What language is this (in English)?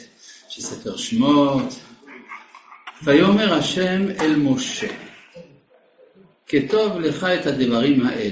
Hebrew